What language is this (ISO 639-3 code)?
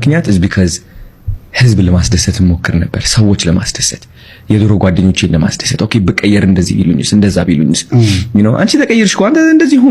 amh